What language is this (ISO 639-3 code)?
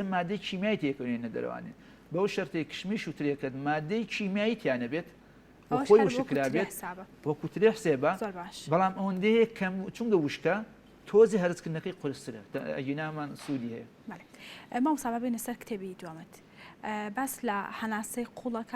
ckb